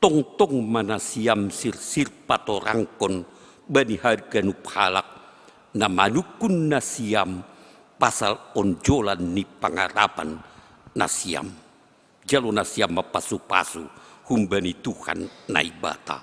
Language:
Batak Simalungun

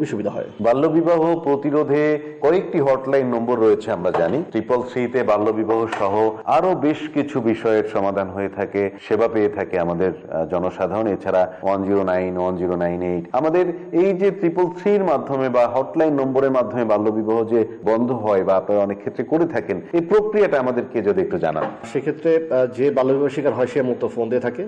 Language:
Bangla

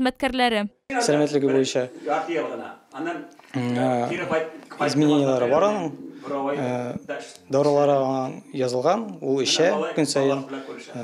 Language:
Tatar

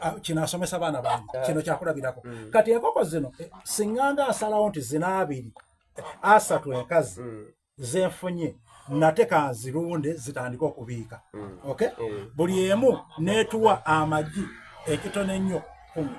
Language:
Soga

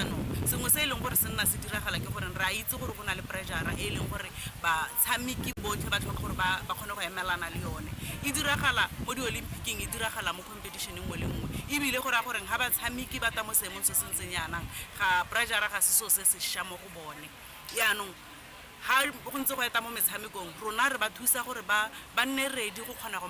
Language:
Tswana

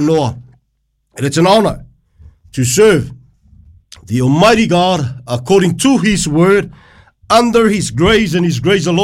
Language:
Samoan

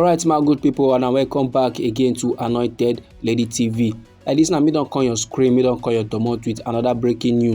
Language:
Nigerian Pidgin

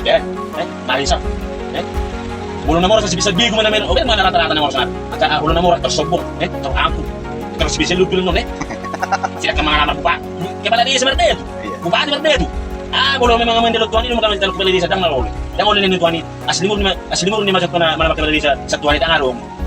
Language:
Batak Toba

